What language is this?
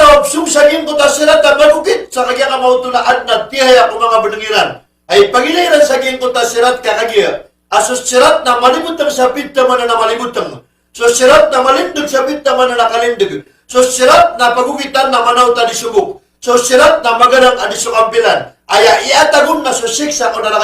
Maranao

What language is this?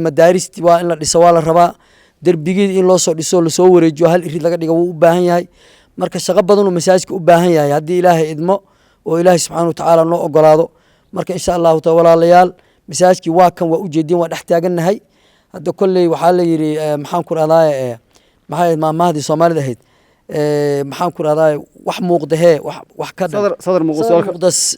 Somali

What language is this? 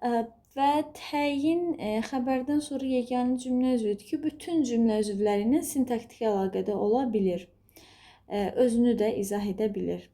Azerbaijani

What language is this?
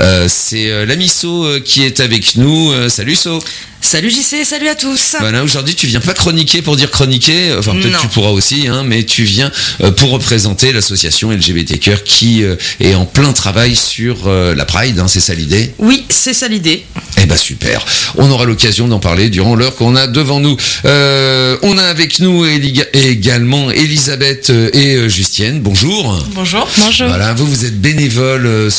French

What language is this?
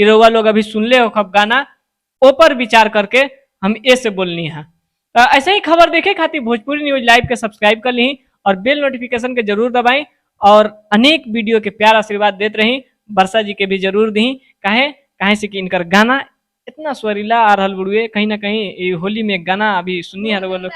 Bhojpuri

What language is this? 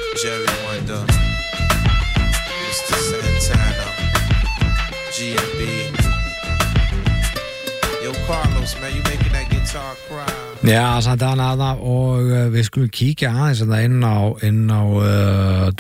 Icelandic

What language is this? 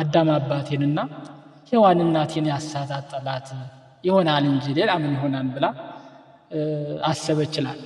Amharic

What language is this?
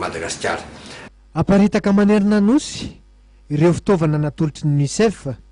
Malagasy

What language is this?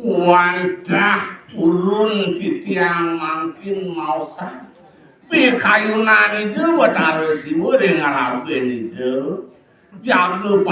Balinese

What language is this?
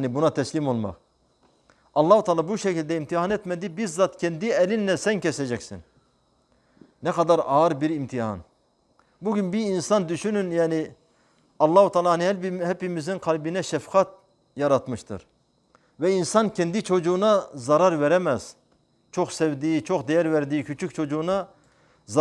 Turkish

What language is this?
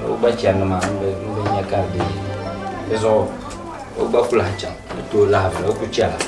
Dagbani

